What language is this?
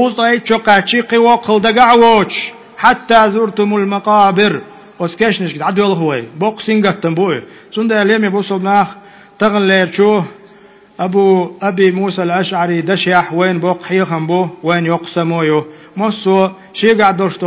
Chechen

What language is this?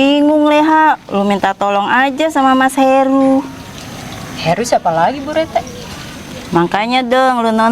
Betawi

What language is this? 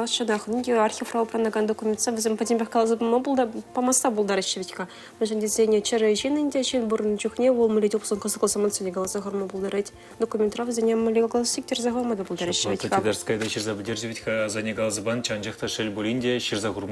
Chuvash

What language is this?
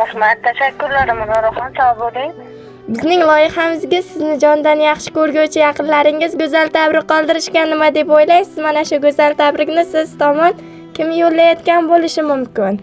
Uzbek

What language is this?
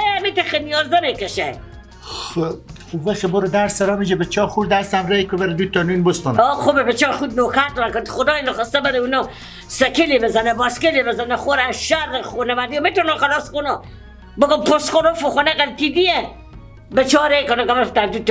Persian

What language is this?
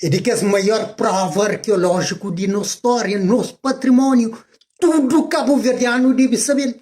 Kabuverdianu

